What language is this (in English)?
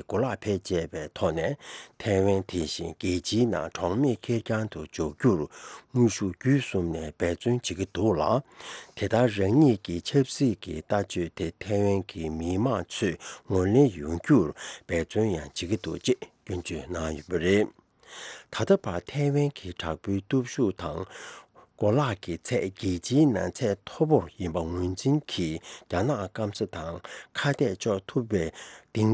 Tibetan